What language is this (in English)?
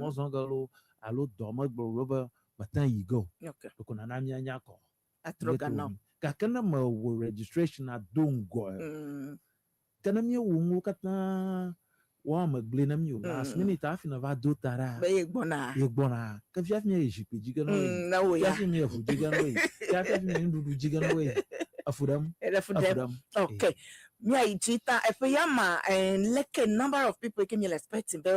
Ewe